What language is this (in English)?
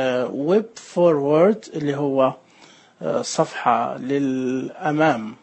Najdi Arabic